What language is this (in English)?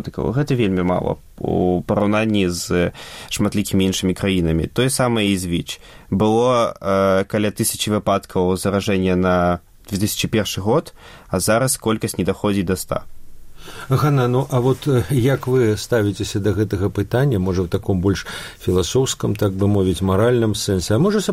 Belarusian